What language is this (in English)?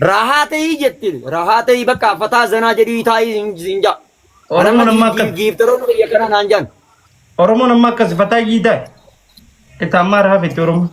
Oromo